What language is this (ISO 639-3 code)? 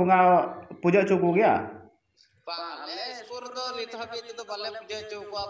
sat